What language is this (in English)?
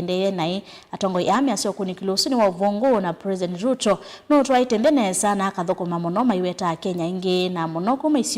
Kamba